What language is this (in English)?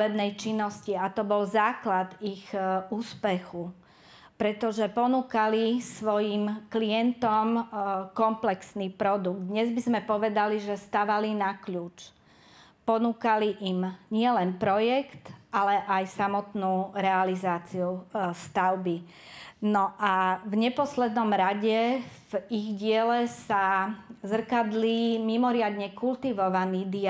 Slovak